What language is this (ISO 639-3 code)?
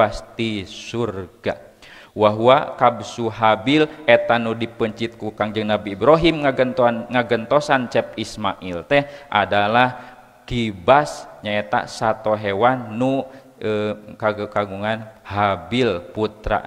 sun